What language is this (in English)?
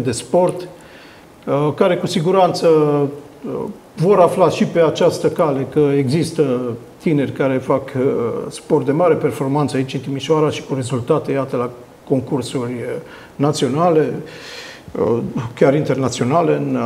Romanian